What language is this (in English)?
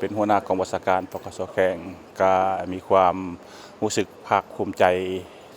Lao